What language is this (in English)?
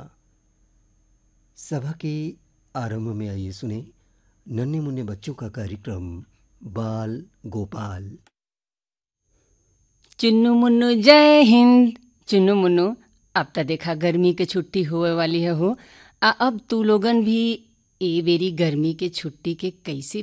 Bhojpuri